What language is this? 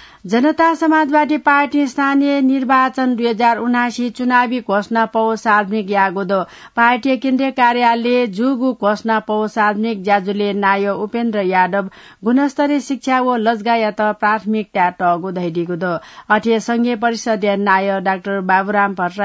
Newari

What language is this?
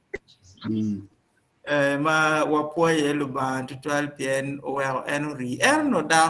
Acoli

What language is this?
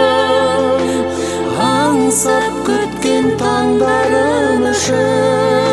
Kazakh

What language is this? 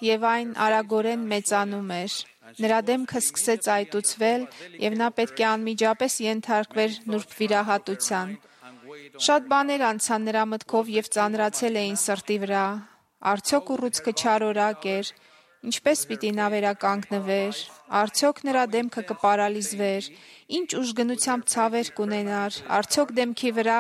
Armenian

